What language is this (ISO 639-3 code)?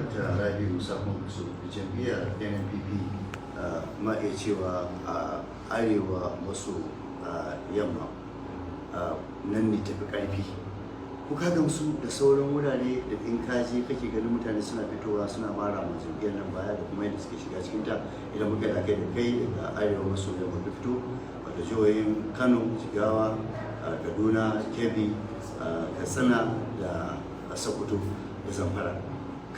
hau